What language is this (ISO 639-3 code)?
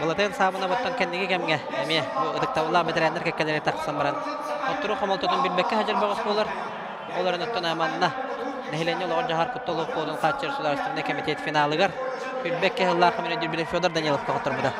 sah